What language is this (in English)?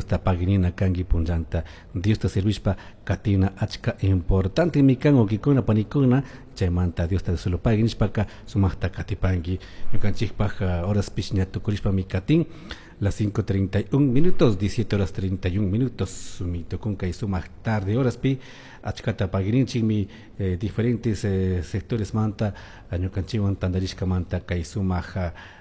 Chimborazo Highland Quichua